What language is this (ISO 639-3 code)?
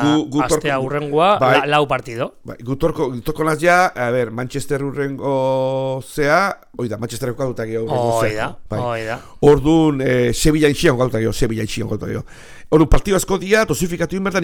eus